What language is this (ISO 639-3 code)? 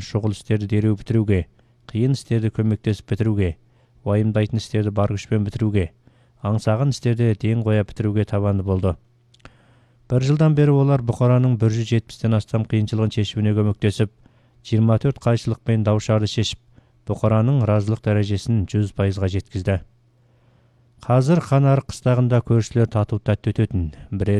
kaz